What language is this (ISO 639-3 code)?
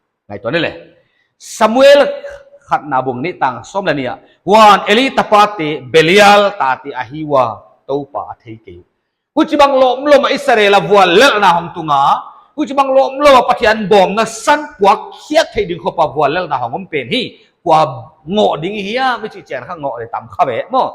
pck